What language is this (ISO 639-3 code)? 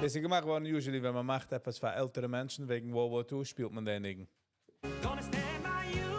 yid